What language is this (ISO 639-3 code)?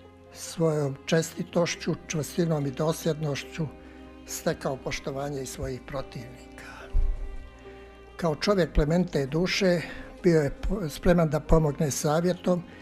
bos